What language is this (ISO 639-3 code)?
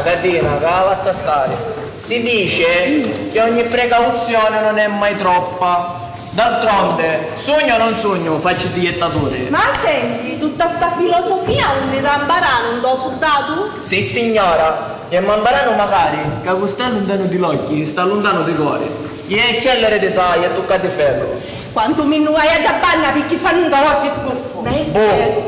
scn